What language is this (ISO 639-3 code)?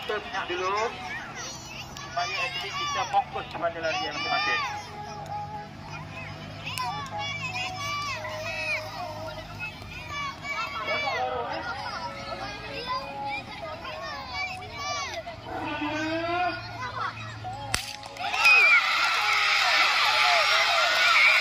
msa